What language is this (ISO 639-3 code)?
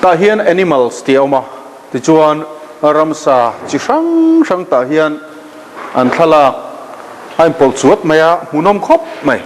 lus